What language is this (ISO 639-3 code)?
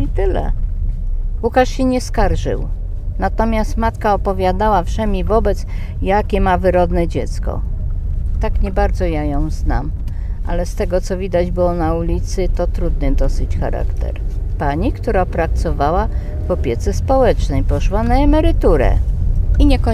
pol